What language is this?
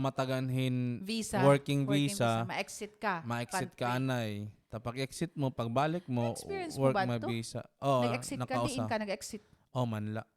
Waray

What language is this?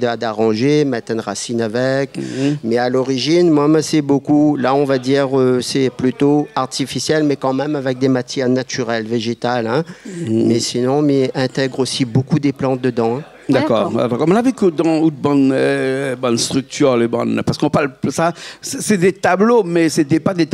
Réunion Creole French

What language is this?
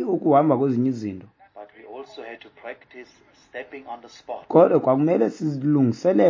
Xhosa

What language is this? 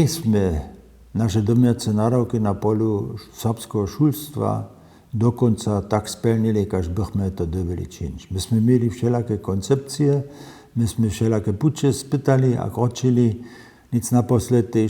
Upper Sorbian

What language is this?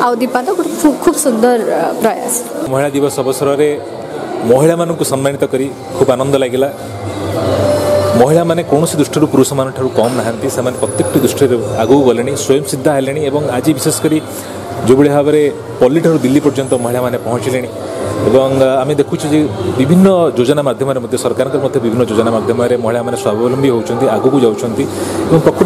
Odia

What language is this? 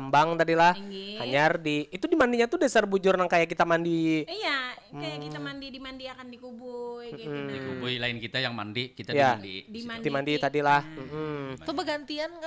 Banjar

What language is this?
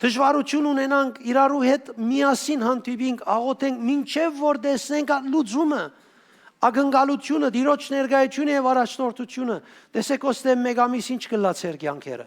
Western Armenian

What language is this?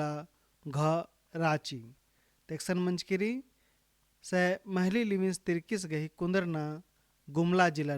Kurukh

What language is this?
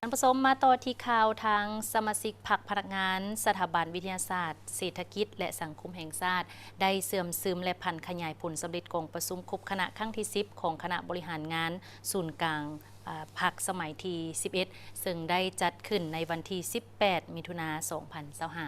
Lao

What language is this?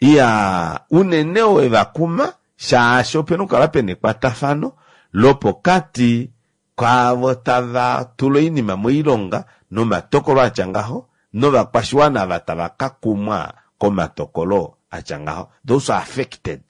Kuanyama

